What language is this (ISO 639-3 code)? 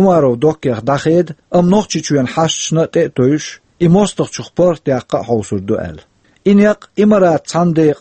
che